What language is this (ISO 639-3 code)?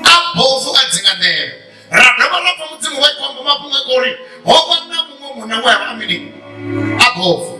ven